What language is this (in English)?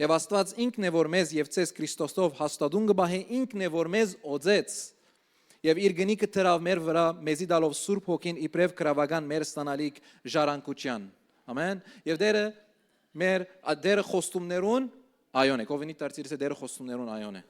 Western Armenian